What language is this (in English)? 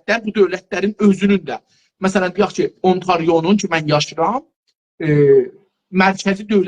South Azerbaijani